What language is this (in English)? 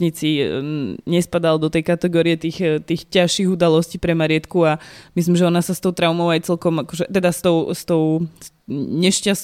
Slovak